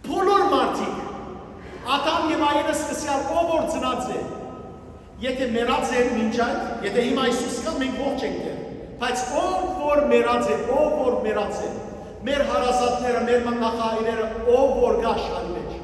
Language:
Western Armenian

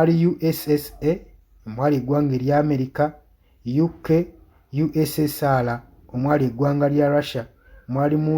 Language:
Ganda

